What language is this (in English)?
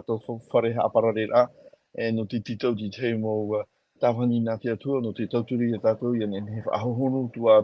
Tahitian